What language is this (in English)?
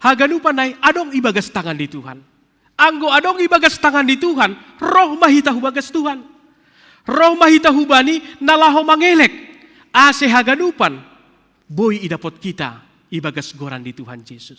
Batak Simalungun